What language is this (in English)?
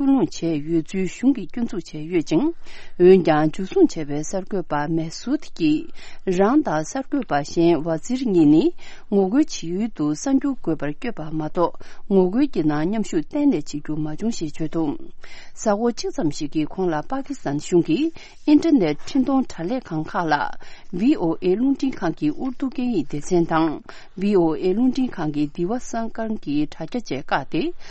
Tibetan